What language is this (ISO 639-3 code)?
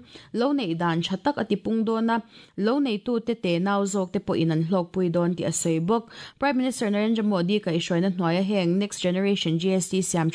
lus